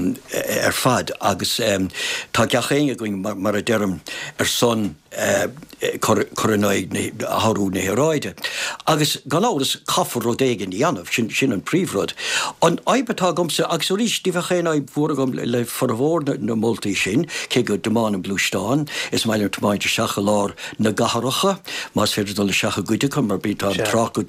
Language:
Irish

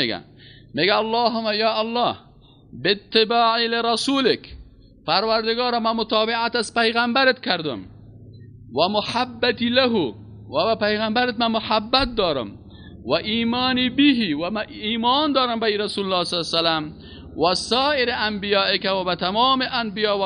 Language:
Persian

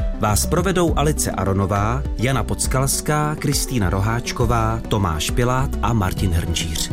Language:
Czech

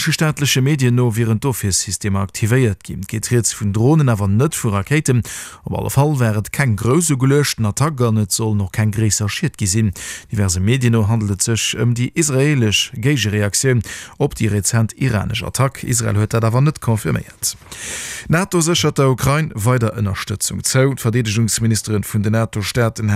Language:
Luxembourgish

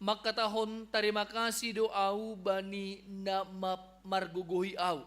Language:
Batak Simalungun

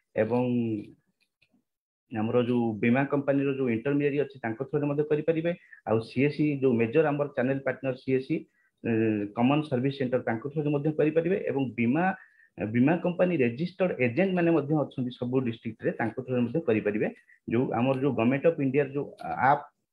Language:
Odia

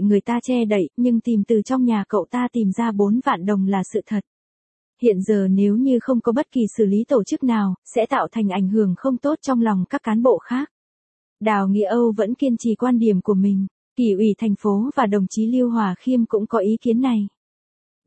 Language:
Vietnamese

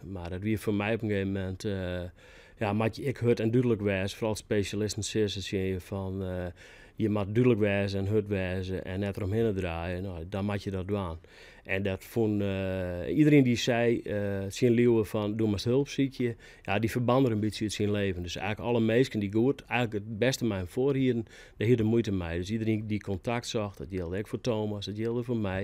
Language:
Western Frisian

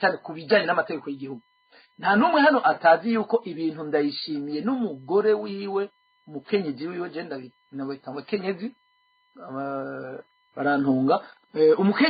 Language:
Rundi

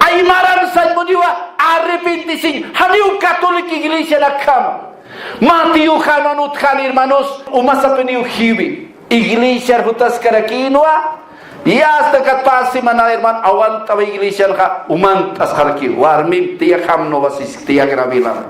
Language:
Aymara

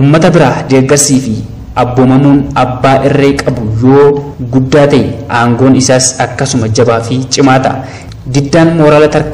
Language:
Oromo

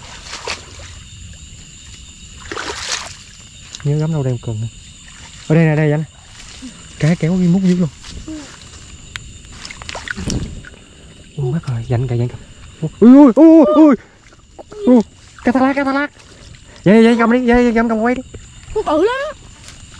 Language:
Vietnamese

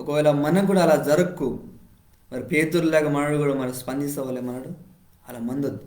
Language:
Koya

